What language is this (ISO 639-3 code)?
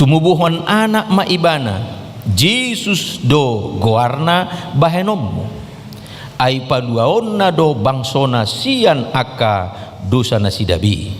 bbc